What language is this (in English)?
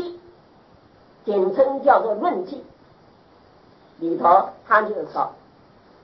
Chinese